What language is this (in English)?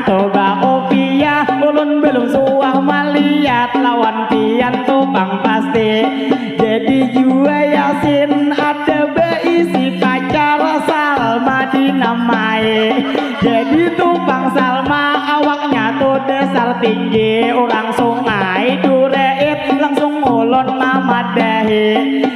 Banjar